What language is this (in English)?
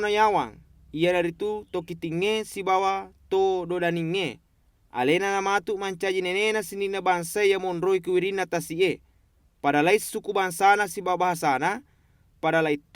Buginese